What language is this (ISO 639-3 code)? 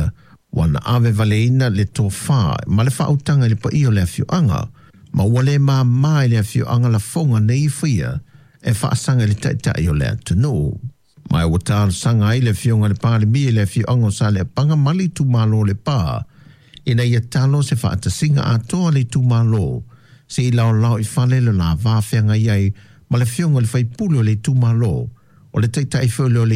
smo